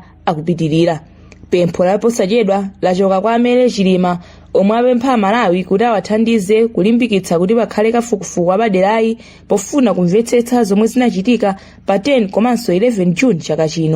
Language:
Nyanja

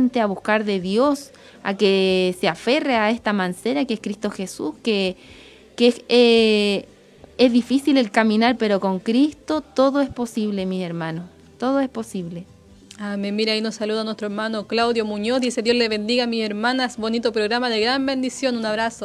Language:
Spanish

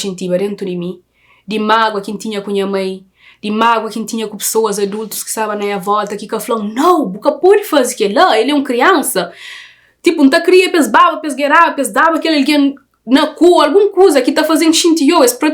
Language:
Kabuverdianu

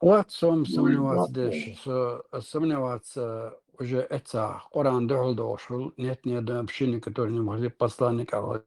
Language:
Chechen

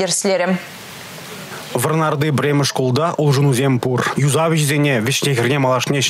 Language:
Chuvash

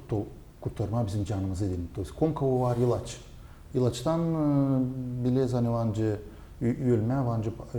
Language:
Gagauz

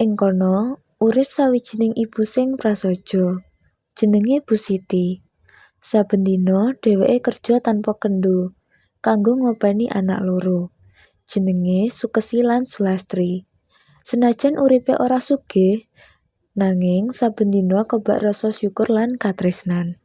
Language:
Javanese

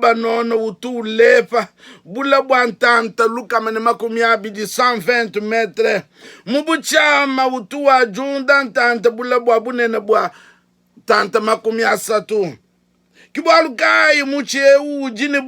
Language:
Luba-Lulua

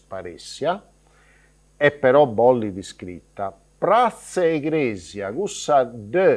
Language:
Sardinian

